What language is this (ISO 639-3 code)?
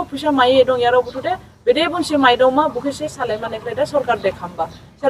dis